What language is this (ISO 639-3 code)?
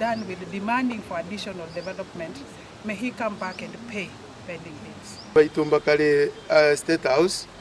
guz